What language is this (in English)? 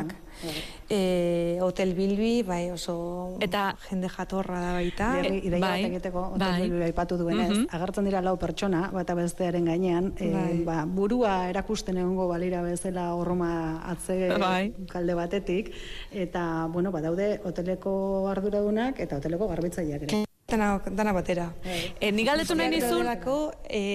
Basque